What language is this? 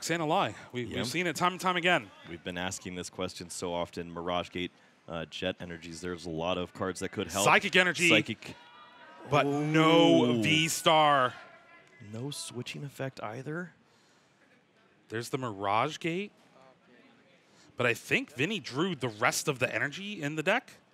English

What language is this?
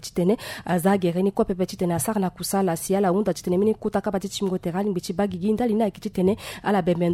Sango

